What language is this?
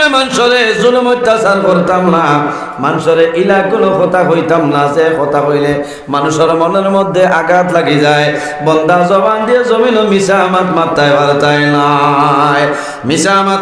Sylheti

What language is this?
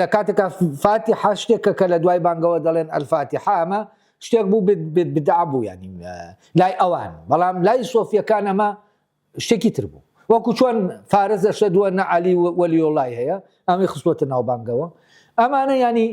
Central Kurdish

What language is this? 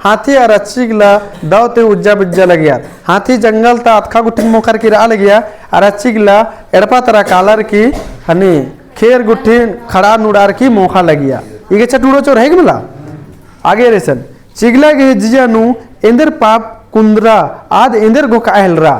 Kurukh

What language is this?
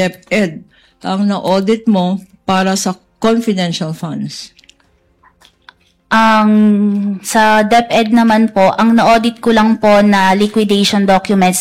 Filipino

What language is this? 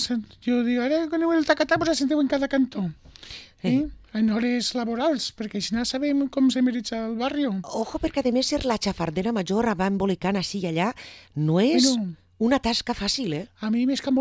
Catalan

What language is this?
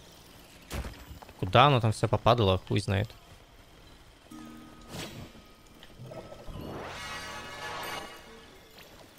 Russian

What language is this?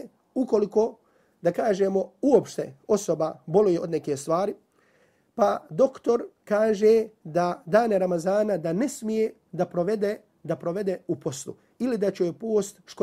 Bosnian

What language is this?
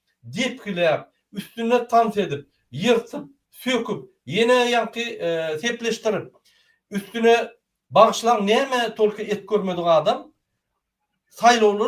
Turkmen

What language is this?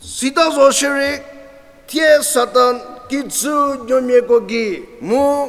Angami Naga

